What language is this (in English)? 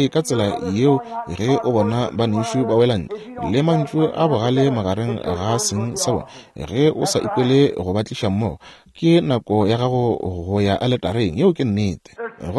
Northern Sotho